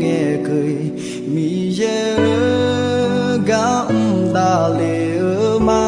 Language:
Akha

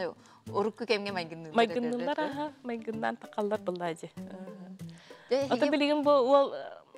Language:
Yakut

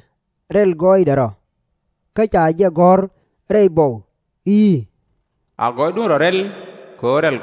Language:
Nuer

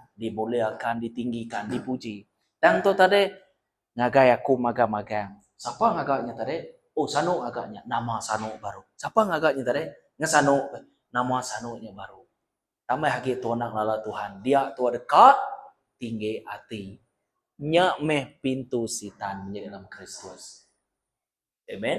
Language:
Iban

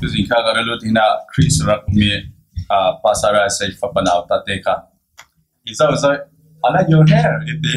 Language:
Falam Chin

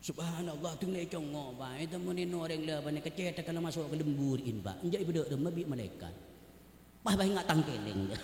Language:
Madurese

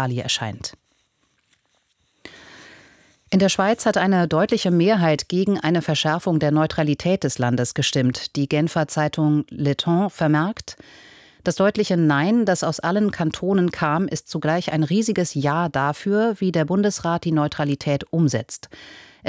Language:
German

